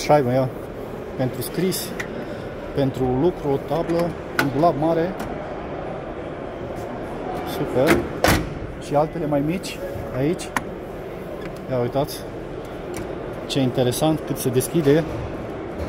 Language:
Romanian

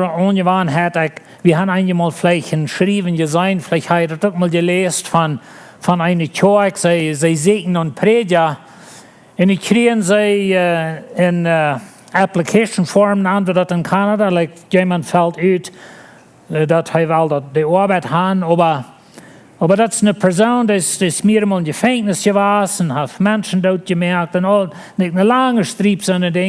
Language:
Plautdietsch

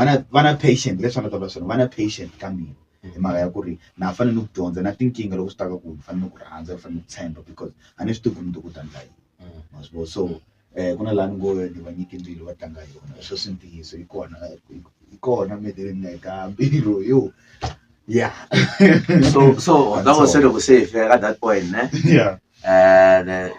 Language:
Tsonga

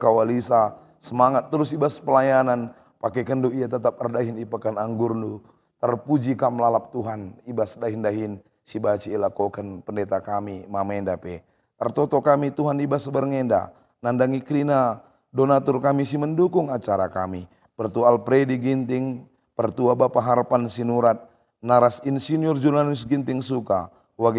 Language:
Batak Karo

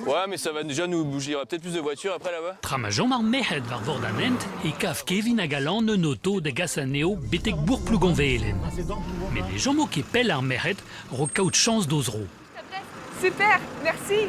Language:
Breton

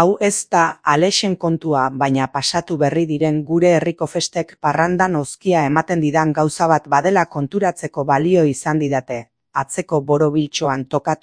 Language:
Basque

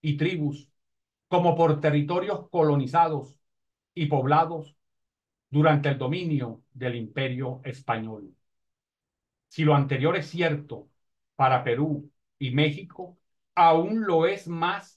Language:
Spanish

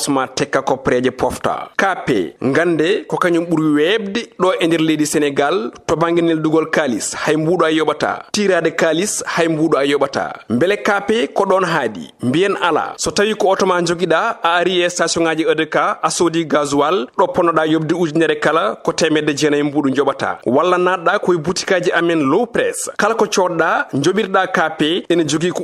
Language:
Fula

